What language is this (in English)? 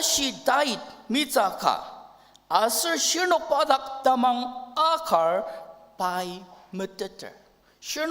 Ao Naga